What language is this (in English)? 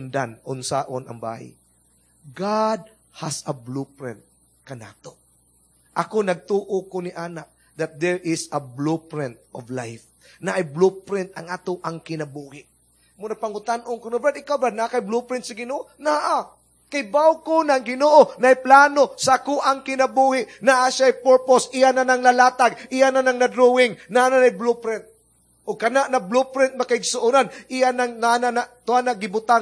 Cebuano